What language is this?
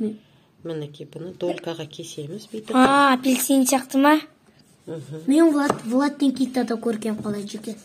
Kazakh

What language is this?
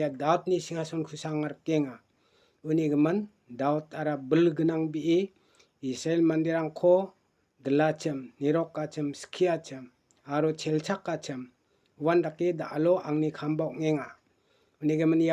Garo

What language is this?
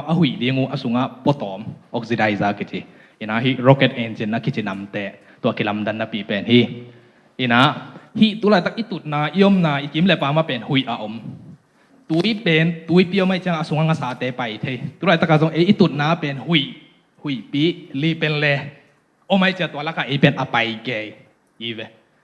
Tedim Chin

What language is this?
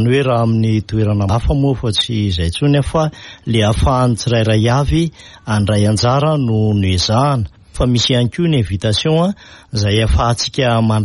Malagasy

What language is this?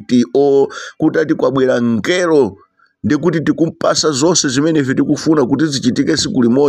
Nyanja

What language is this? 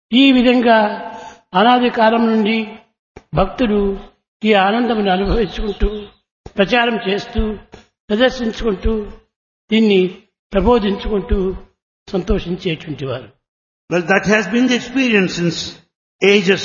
Telugu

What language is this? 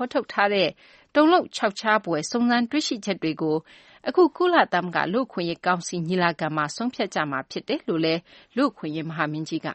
Burmese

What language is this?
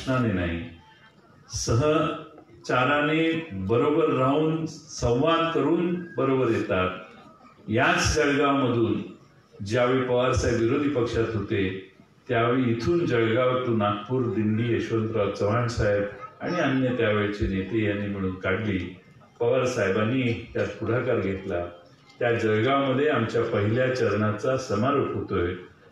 Marathi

